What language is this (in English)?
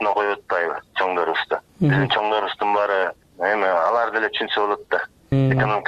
Kyrgyz